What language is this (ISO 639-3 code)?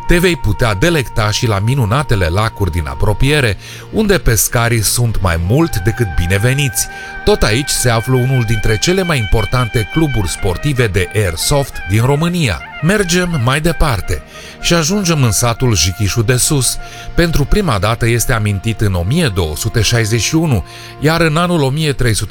ron